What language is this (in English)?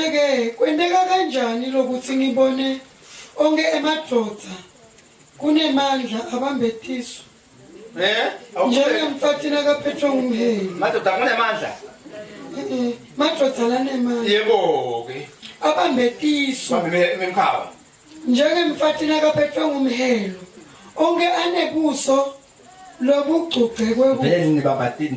Zulu